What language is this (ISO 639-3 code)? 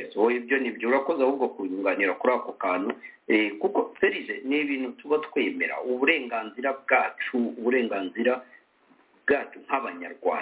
kin